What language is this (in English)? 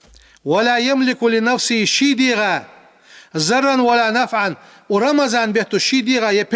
Ingush